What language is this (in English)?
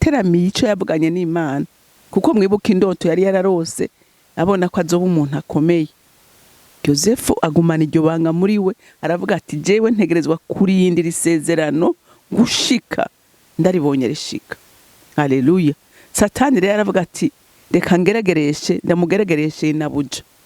Rundi